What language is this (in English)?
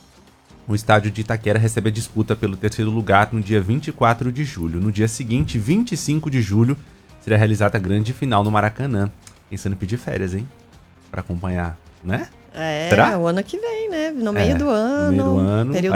Portuguese